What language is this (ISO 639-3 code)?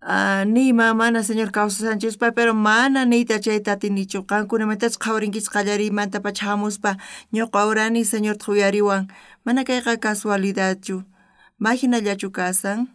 quh